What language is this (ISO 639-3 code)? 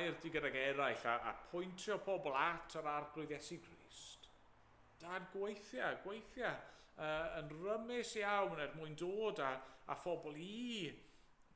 cym